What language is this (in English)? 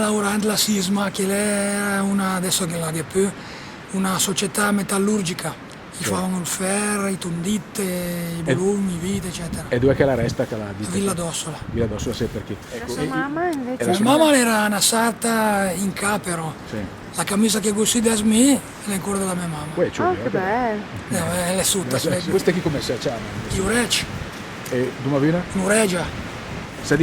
Lombard